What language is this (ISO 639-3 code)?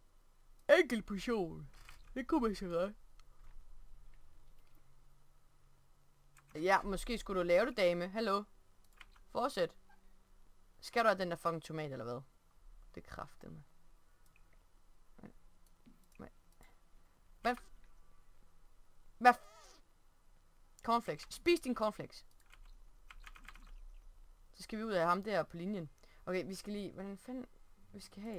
dan